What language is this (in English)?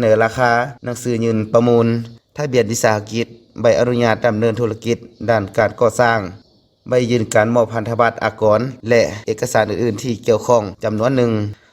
Lao